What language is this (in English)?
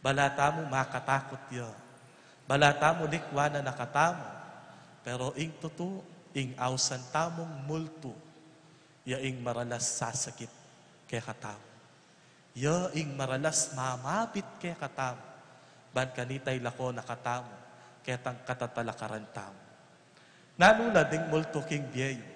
Pampanga